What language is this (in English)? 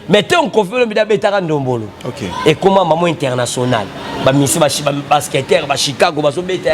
Lingala